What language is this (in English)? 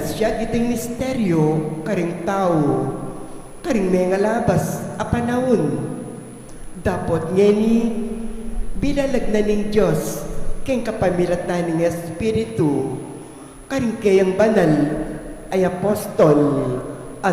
Pampanga